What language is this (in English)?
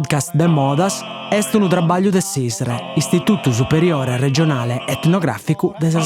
Sardinian